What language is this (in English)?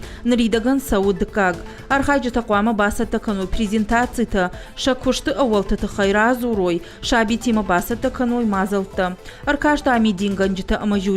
Ossetic